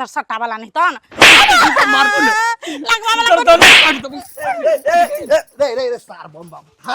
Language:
Maithili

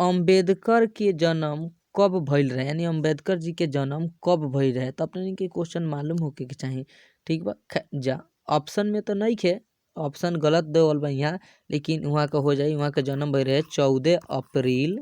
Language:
Bhojpuri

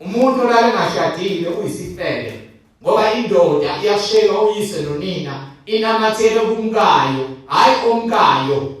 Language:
Zulu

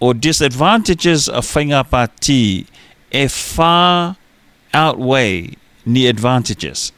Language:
Samoan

